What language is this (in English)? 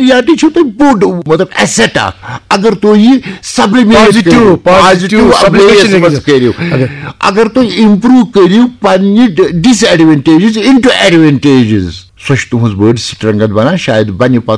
Kashmiri